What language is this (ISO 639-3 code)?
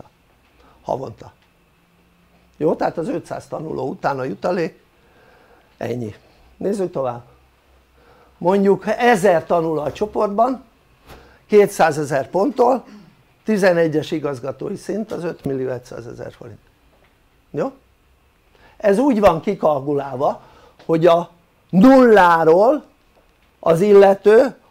hun